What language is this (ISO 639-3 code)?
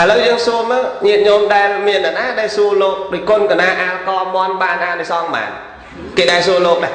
khm